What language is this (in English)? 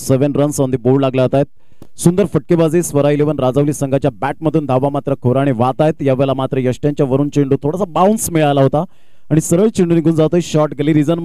Marathi